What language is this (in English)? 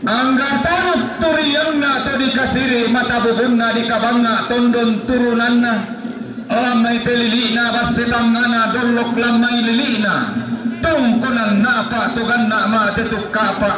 Toraja-Sa'dan